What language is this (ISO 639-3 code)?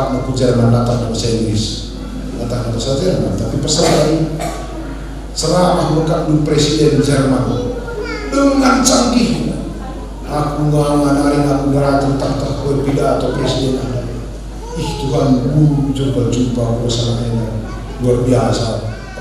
btx